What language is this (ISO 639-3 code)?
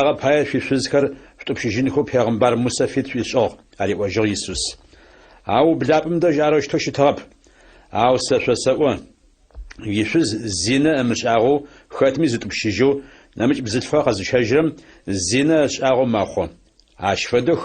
ady